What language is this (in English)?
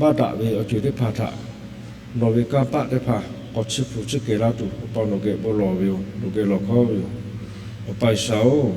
Lahu